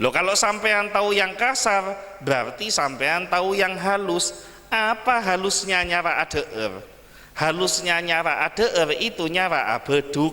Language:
Madurese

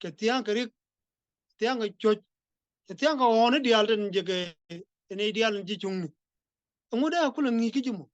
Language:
Nuer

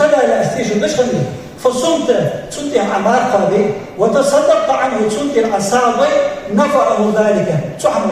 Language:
Ingush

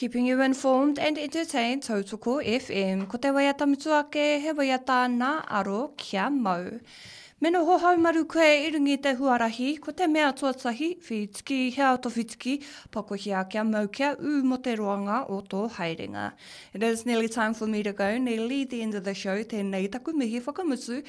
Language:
Māori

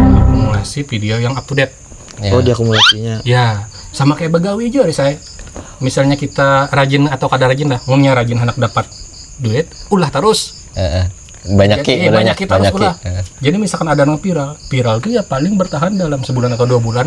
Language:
Banjar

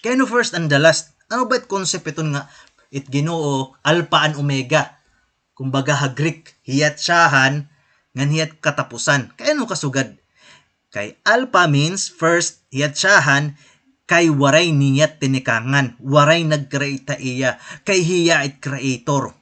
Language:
Waray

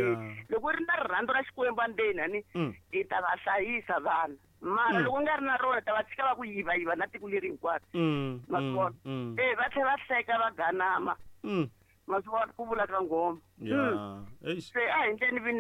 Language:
Tsonga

